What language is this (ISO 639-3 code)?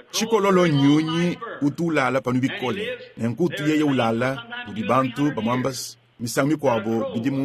lua